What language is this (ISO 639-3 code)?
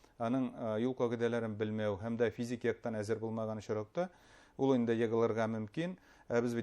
bak